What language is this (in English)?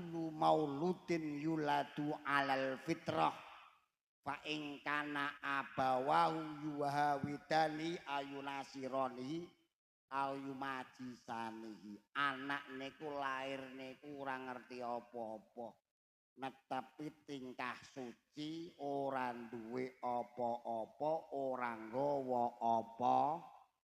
Javanese